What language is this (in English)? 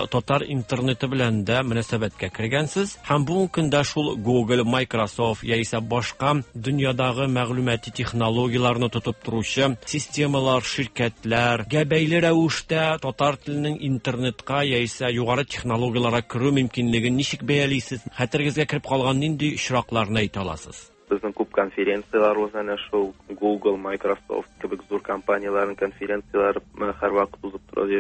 Tatar